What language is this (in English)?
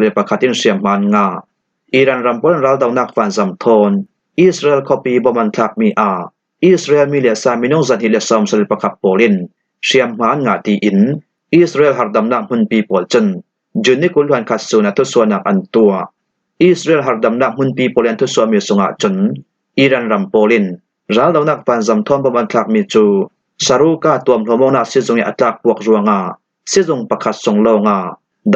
Falam Chin